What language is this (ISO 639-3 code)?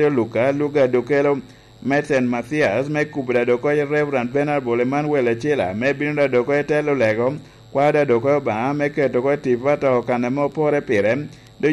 laj